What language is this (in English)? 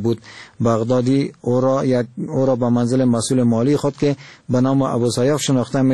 Persian